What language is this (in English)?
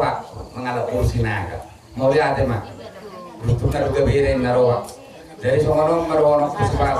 Batak Toba